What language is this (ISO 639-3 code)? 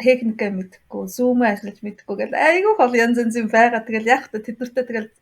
mon